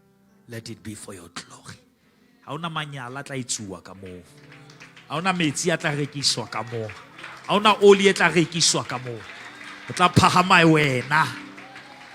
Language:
Southern Sotho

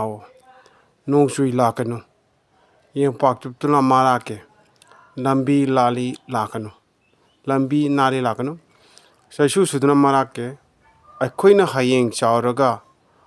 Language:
Manipuri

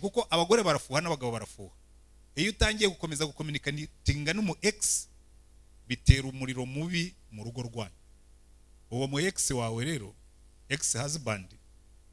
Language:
Kinyarwanda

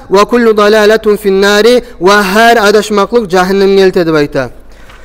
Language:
Kumyk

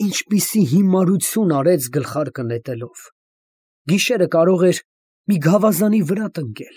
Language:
Armenian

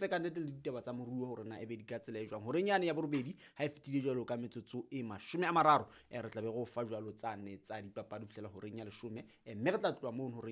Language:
Southern Sotho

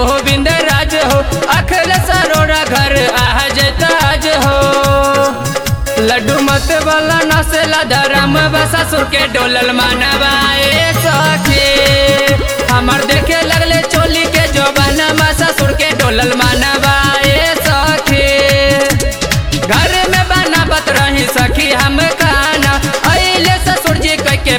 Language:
Bhojpuri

